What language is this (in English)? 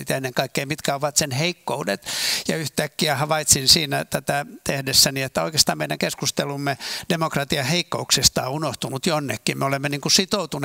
Finnish